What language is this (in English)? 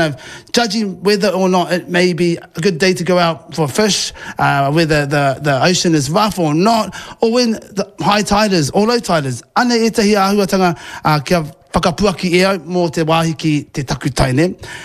Māori